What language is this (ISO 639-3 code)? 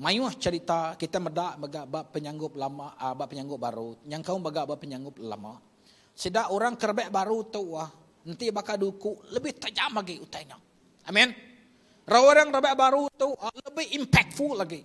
iba